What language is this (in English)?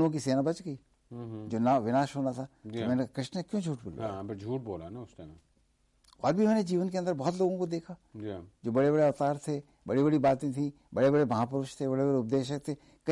Hindi